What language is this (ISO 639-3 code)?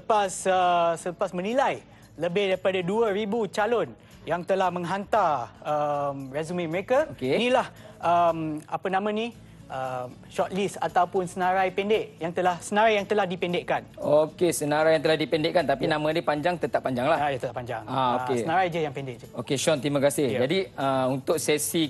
msa